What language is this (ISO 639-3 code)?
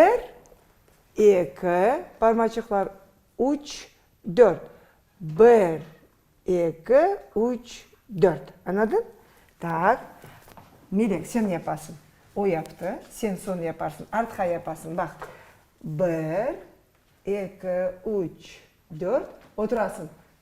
crh